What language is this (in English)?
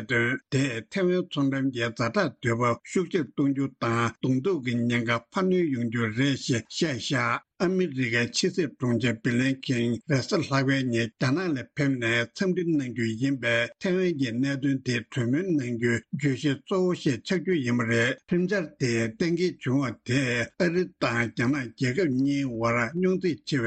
Tibetan